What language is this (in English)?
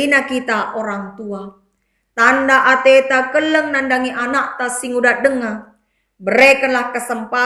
Batak Karo